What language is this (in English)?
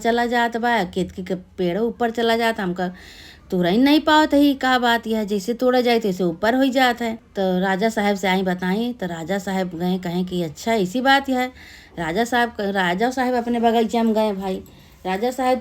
Awadhi